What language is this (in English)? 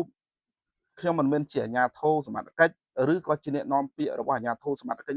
Khmer